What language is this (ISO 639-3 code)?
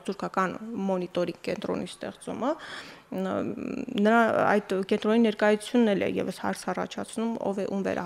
hye